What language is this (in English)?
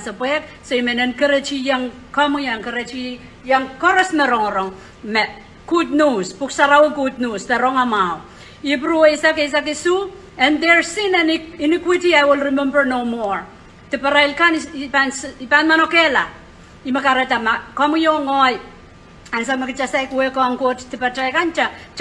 Pohnpeian